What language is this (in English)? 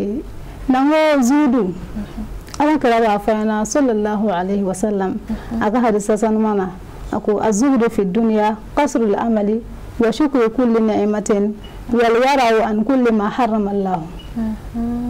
Bambara